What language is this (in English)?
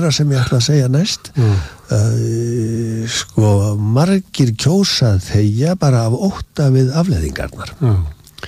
Icelandic